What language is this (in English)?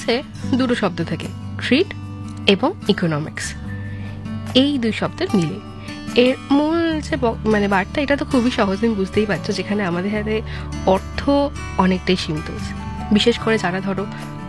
Bangla